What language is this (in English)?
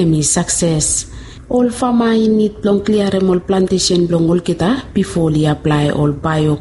Bislama